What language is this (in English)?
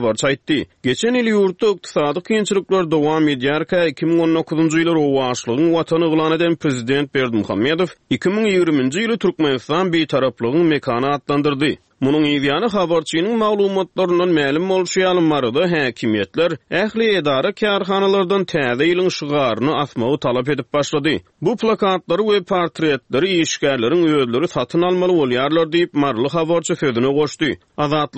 Turkmen